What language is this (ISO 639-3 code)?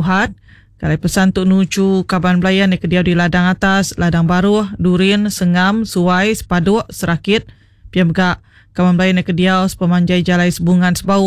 iba